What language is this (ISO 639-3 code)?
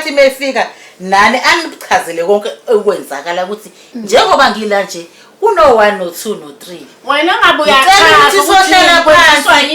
zul